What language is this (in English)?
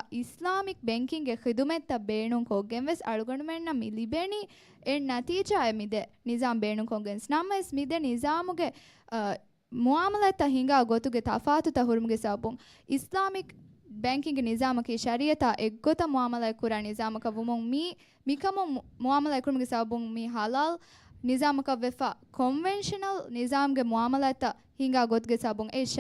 Divehi